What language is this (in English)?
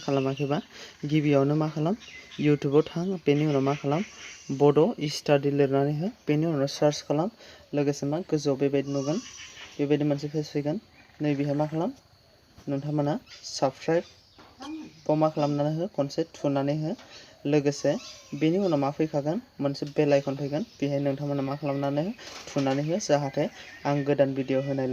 Bodo